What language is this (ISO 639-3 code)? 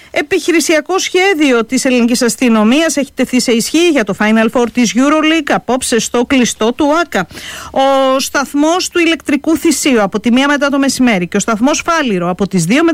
ell